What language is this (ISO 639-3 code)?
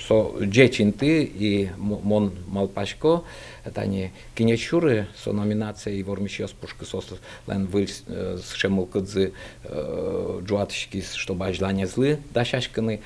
udm